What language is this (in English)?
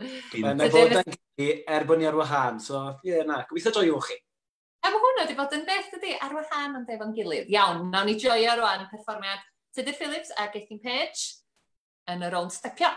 Welsh